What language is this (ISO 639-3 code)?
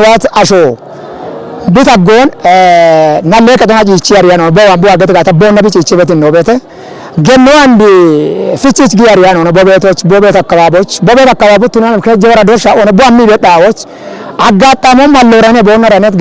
kbr